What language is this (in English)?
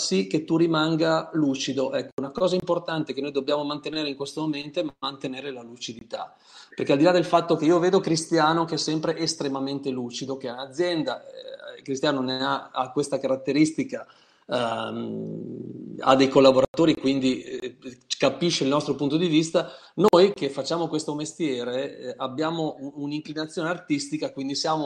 Italian